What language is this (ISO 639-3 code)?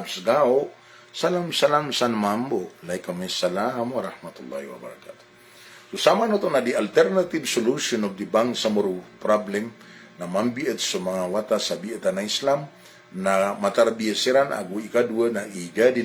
mrw